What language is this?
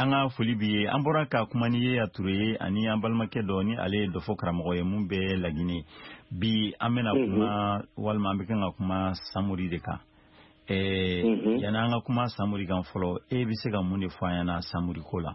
Bambara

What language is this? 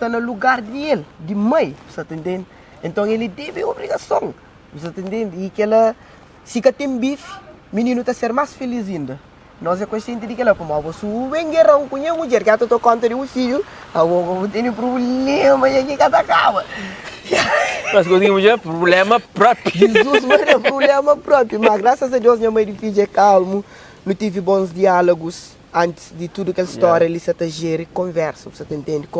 Kabuverdianu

